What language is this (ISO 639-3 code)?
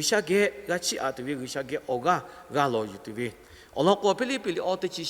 lhu